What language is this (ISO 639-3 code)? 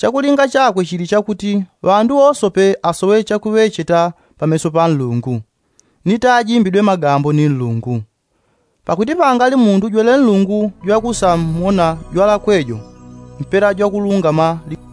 yao